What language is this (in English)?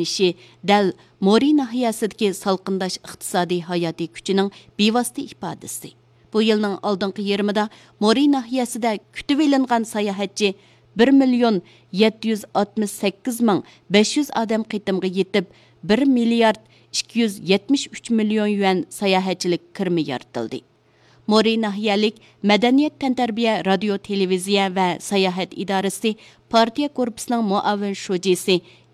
Uyghur